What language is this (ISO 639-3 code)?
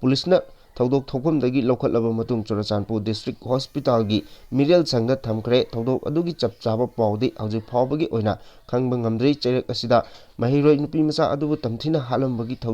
mni